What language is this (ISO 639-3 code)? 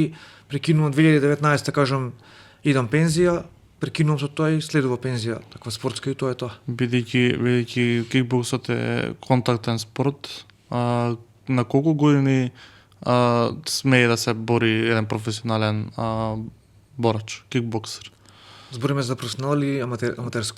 mkd